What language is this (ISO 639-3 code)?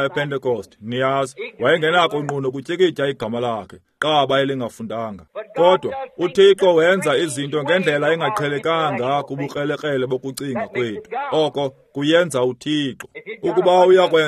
xho